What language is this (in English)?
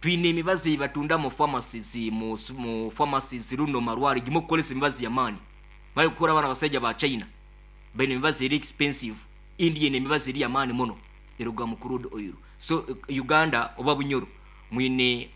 Nyankole